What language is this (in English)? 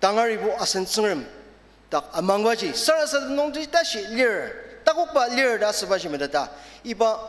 Ao Naga